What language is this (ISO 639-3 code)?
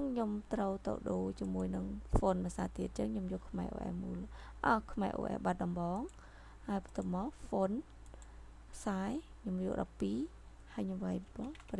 khm